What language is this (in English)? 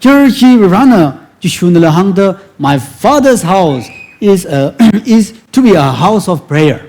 Tangkhul Naga (India)